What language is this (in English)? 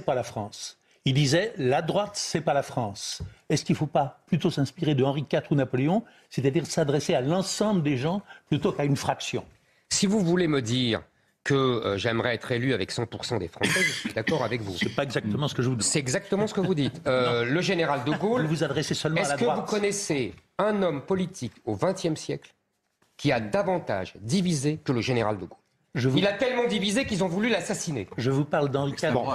French